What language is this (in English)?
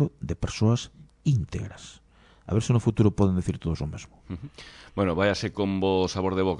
Galician